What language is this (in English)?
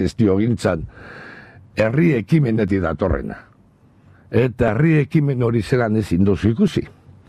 Basque